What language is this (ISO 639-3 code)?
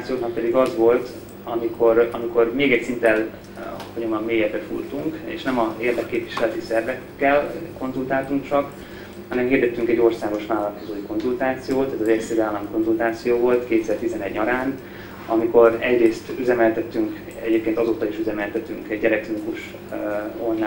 hun